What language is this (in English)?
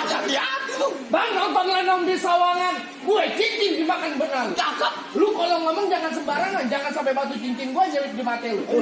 Betawi